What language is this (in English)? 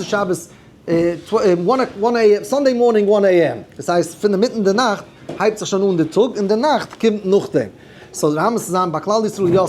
Yiddish